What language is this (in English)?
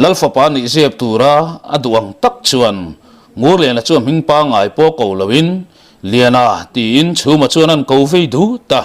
Mizo